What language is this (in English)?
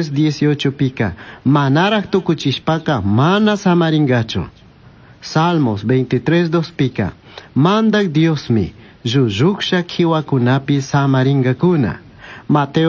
Chimborazo Highland Quichua